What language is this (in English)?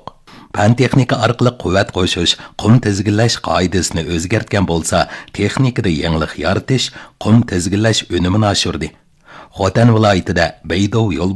Uyghur